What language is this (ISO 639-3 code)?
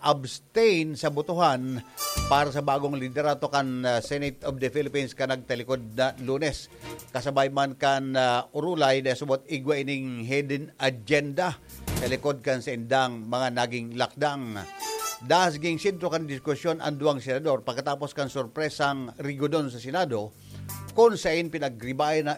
bik